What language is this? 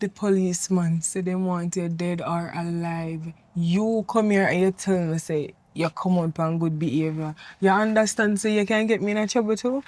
Jamaican Creole English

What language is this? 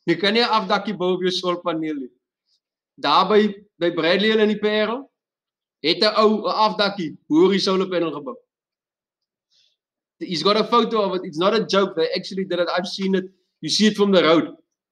Afrikaans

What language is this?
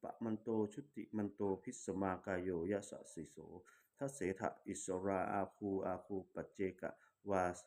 Pali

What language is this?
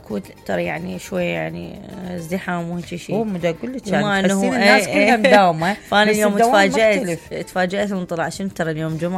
Mesopotamian Arabic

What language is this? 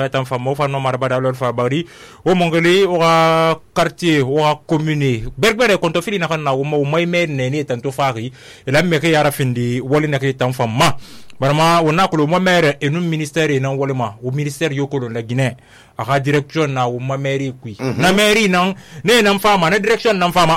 Susu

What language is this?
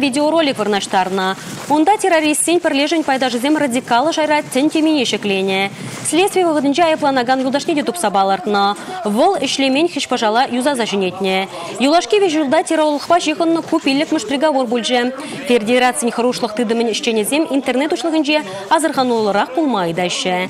Chuvash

